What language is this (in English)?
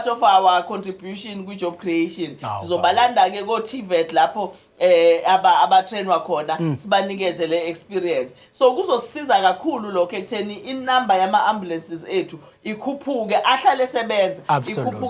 Zulu